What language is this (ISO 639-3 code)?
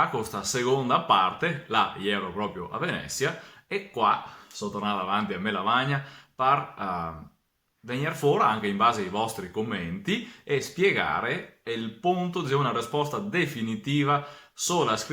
vec